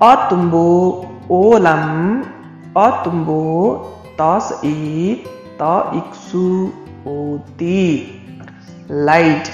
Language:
Limbu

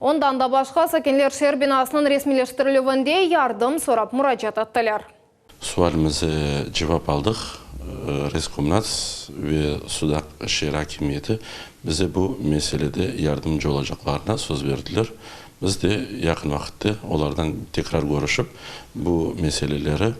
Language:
Crimean Tatar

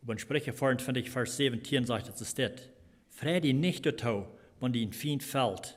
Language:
Plautdietsch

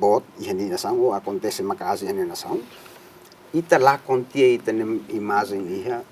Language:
Tetum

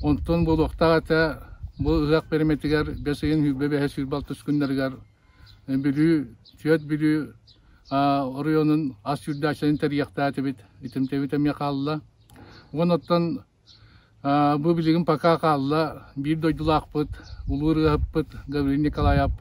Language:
Yakut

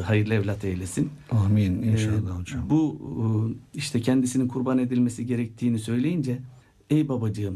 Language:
Turkish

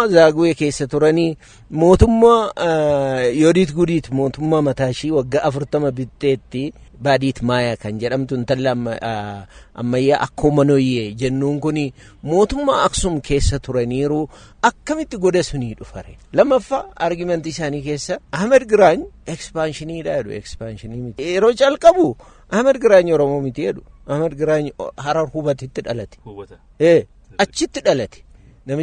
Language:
Oromo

